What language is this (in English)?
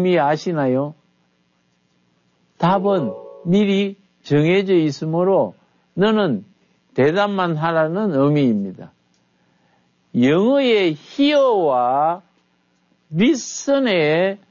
Korean